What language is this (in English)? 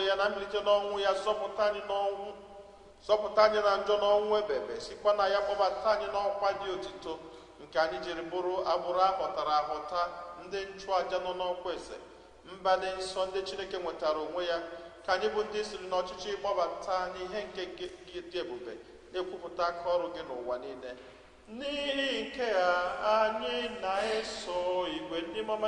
Igbo